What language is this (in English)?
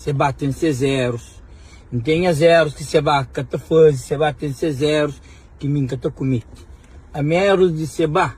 Kabuverdianu